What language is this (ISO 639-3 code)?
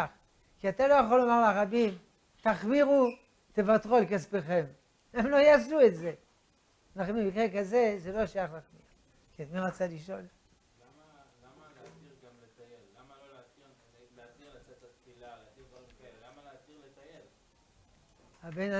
heb